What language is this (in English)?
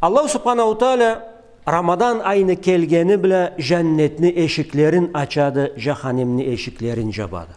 Karachay-Balkar